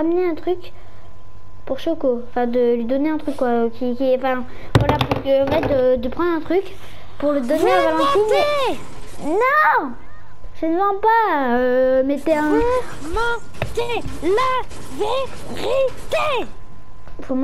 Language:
French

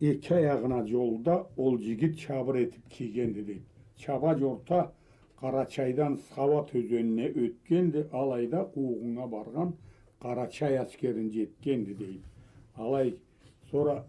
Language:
Karachay-Balkar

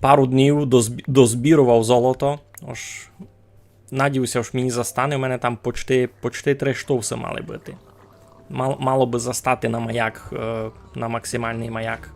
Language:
Rusyn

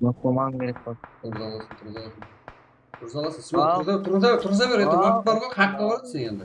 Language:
Kara-Kalpak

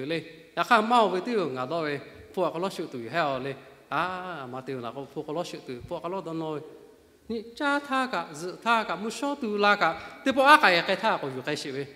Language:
Lahu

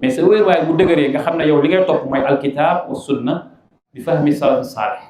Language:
Wolof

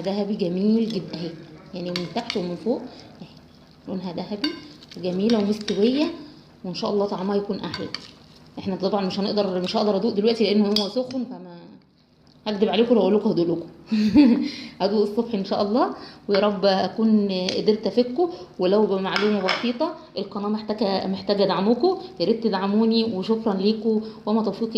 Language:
Egyptian Arabic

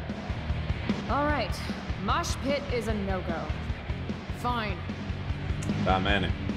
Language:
Finnish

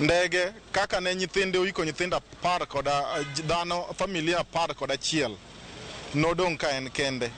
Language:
Luo (Kenya and Tanzania)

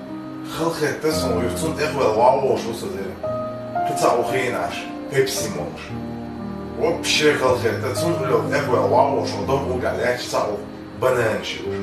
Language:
Chechen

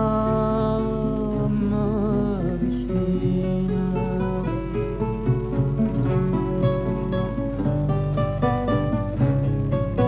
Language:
Italian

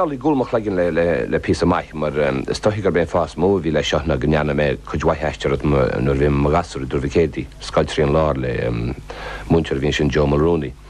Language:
Irish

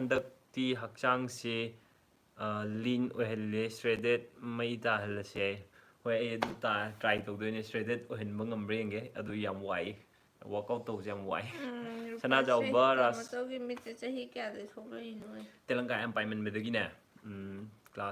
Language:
Manipuri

